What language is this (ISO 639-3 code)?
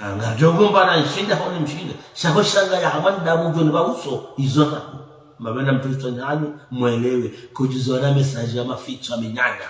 zdj